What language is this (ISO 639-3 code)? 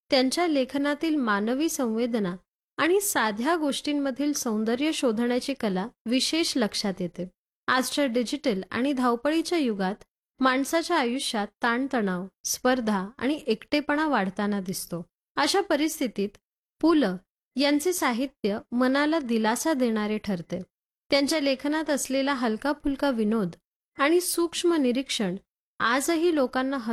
mar